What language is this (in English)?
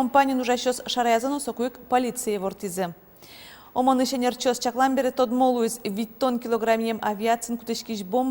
Udmurt